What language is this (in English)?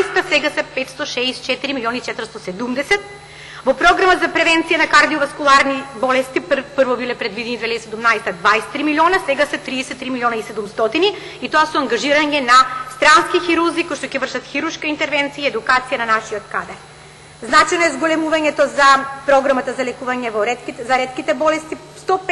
Macedonian